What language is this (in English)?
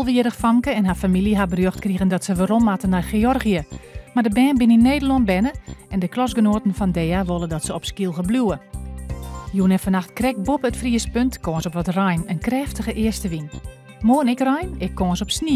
Western Frisian